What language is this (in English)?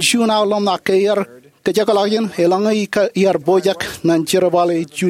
Marshallese